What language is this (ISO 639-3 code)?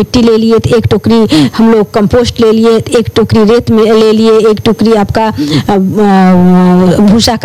hin